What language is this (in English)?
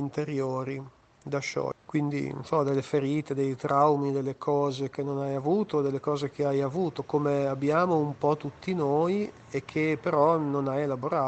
Italian